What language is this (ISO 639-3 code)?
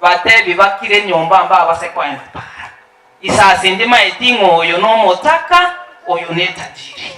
guz